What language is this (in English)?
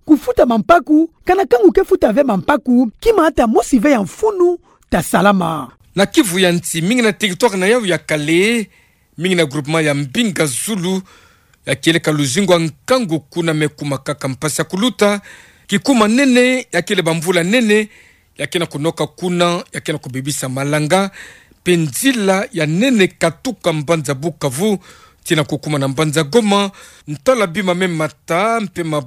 Kituba (Democratic Republic of Congo)